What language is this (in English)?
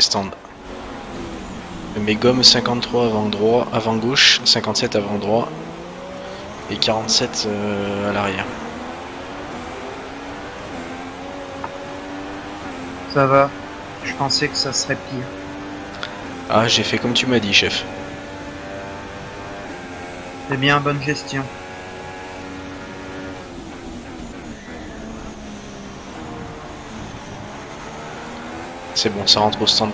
French